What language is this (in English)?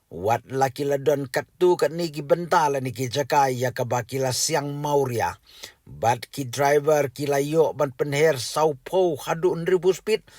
Khasi